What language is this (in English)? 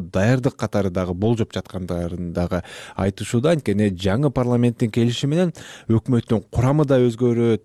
Kyrgyz